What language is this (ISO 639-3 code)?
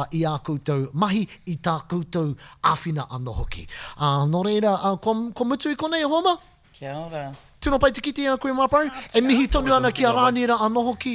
mri